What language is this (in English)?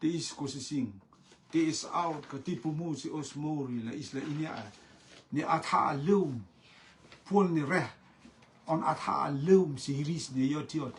Rotuman